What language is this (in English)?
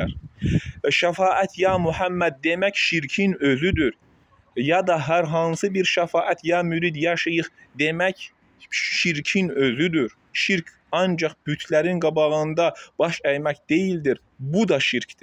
Azerbaijani